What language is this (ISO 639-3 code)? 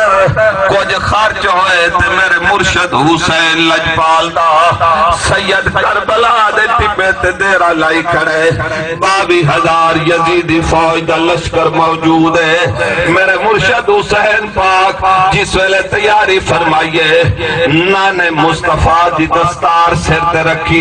skr